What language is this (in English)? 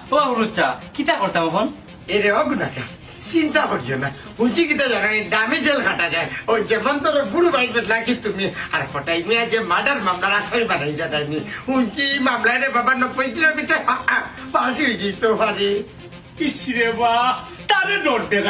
Sylheti